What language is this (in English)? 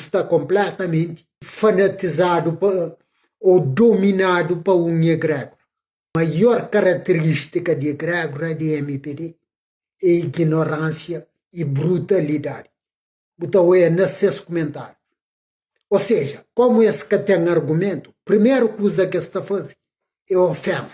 Kabuverdianu